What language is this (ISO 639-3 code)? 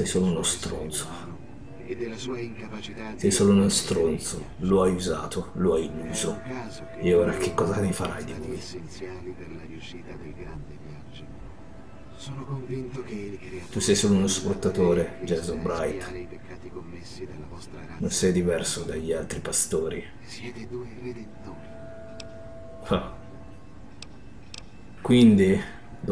ita